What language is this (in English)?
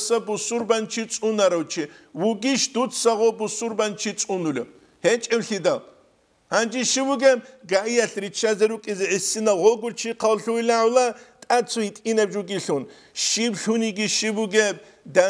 Avaric